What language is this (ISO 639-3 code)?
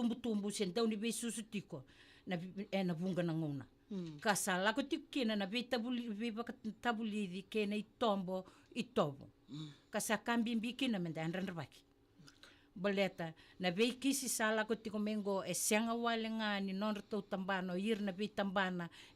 fij